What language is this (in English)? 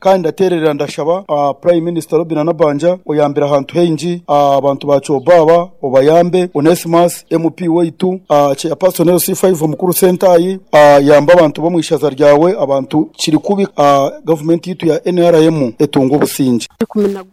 Nyoro